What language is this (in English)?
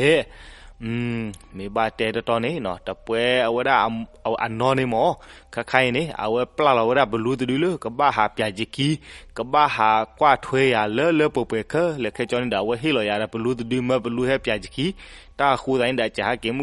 S'gaw Karen